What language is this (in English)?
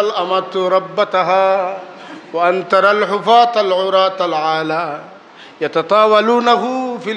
Sylheti